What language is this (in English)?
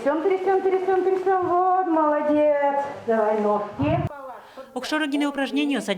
Udmurt